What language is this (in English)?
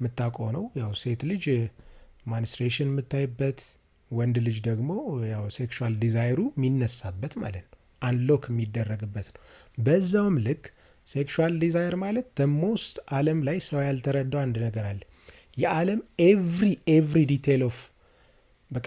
Amharic